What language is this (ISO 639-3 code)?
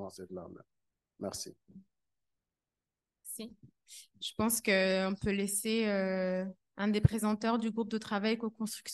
fra